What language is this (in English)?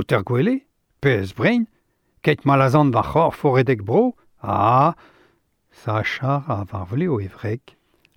Breton